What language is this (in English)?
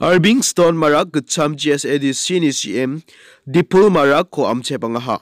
Garo